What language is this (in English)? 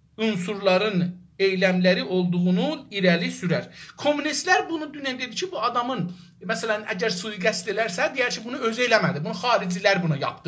South Azerbaijani